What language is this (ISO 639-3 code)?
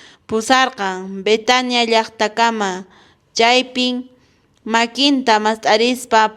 que